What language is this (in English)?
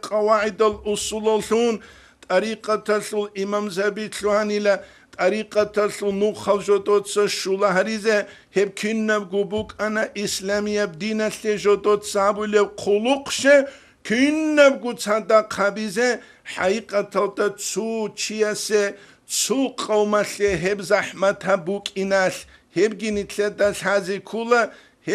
Avaric